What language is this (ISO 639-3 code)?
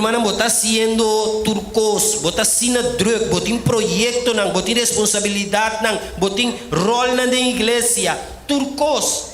pap